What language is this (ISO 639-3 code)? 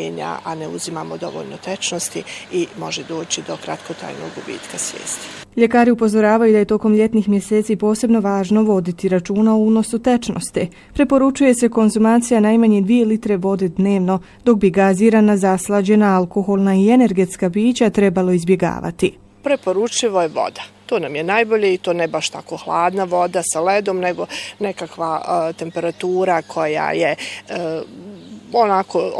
bos